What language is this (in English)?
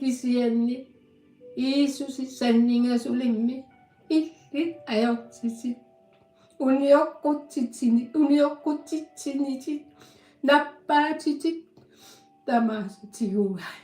Kalaallisut